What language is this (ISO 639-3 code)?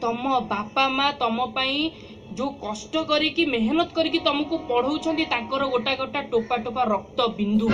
ori